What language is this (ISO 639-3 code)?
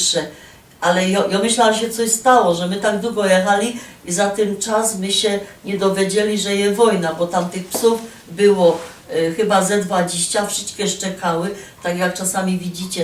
szl